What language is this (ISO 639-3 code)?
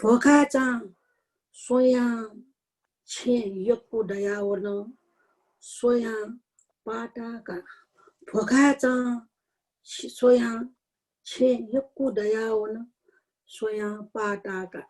new